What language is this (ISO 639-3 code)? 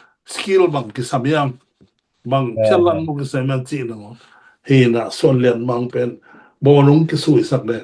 ctd